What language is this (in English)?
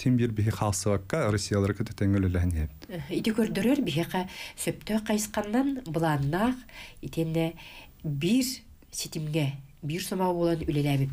Yakut